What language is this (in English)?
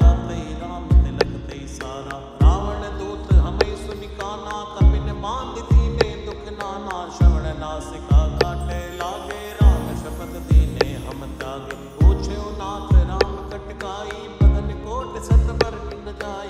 Awadhi